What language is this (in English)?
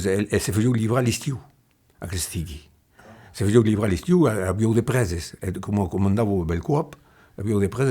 Occitan